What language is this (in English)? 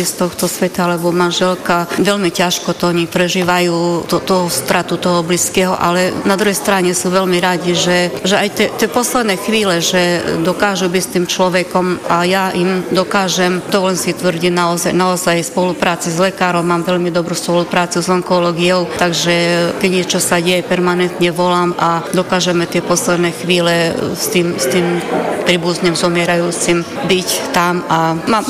Slovak